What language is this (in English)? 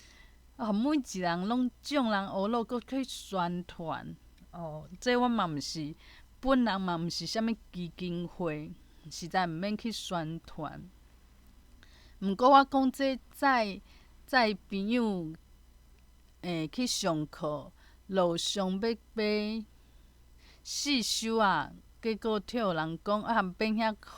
Min Nan Chinese